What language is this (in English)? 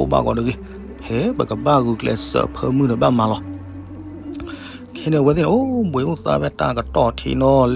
S'gaw Karen